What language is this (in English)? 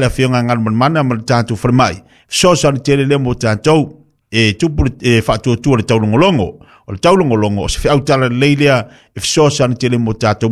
Samoan